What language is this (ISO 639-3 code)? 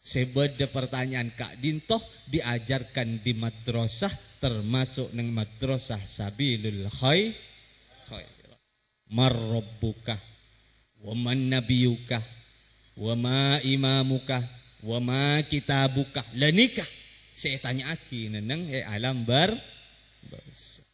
mad